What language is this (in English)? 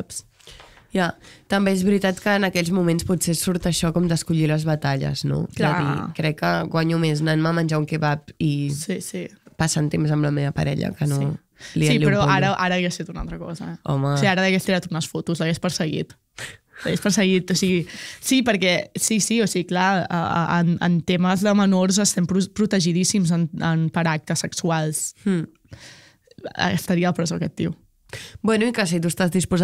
Catalan